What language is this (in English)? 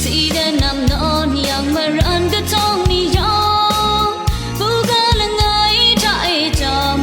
Kachin